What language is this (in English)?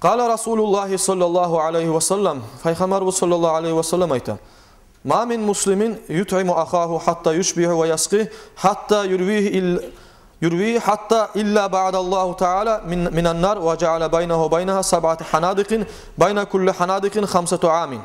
Kumyk